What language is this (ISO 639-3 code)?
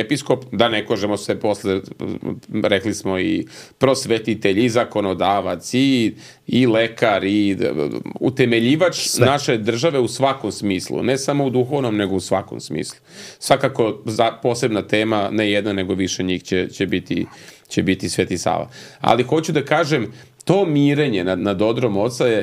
srp